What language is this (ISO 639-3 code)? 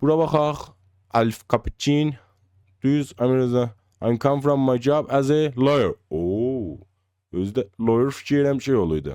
azb